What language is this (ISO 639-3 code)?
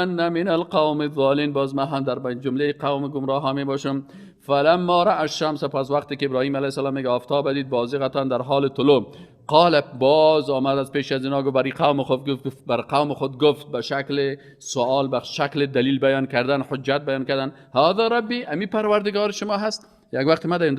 fas